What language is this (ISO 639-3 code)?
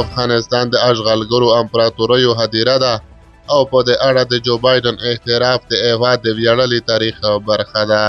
pus